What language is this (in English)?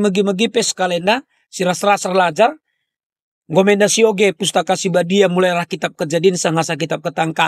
Batak Karo